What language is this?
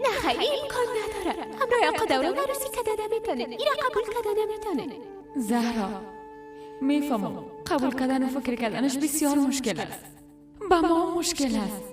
Persian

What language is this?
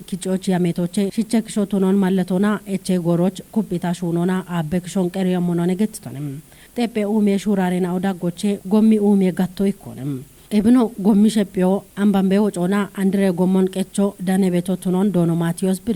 Kafa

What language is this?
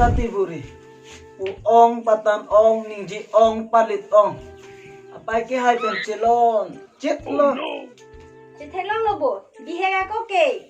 Karbi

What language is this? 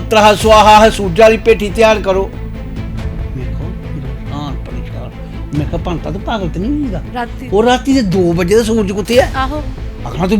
Dogri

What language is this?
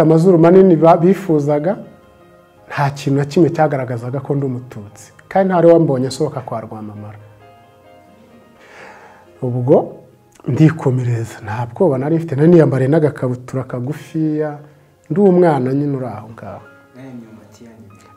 Kinyarwanda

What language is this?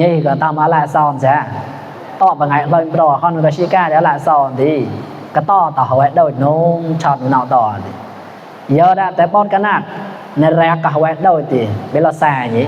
Mon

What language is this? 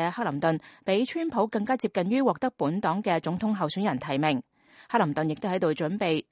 Cantonese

